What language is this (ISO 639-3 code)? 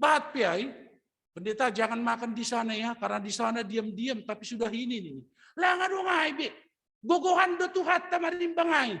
bts